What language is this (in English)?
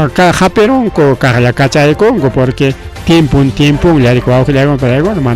Ayacucho Quechua